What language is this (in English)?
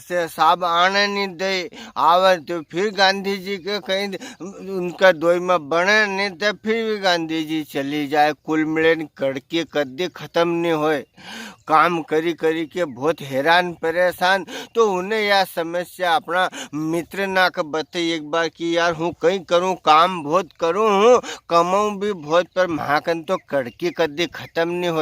Rajasthani